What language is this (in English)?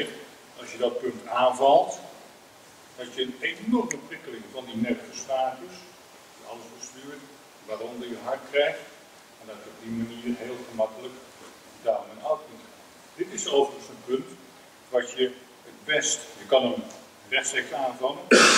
Dutch